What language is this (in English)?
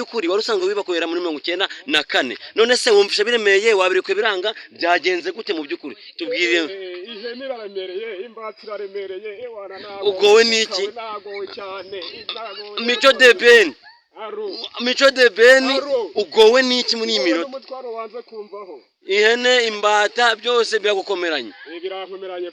Kinyarwanda